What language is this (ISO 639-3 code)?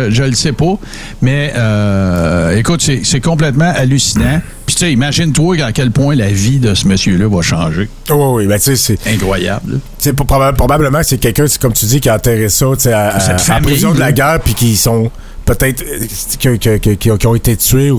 fra